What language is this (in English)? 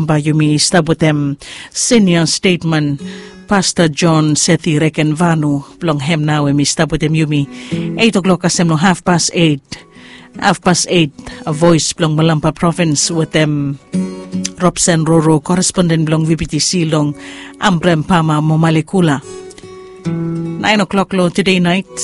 Bislama